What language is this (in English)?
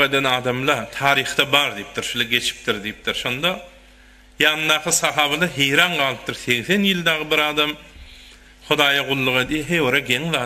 Turkmen